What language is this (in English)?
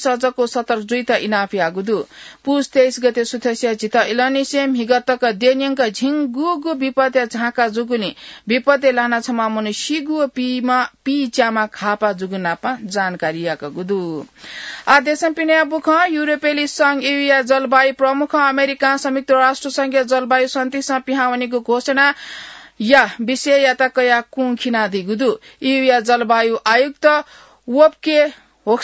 Newari